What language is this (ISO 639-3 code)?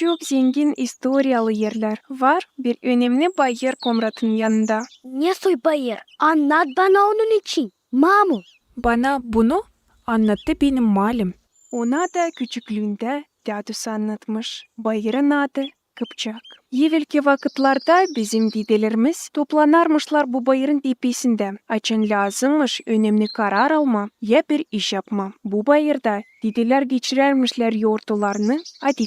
gag